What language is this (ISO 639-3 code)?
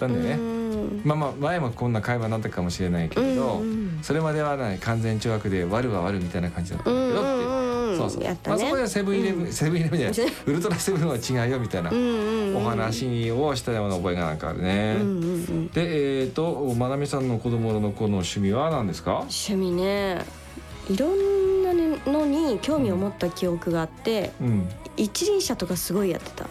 jpn